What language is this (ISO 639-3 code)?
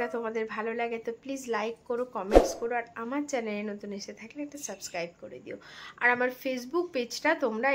ben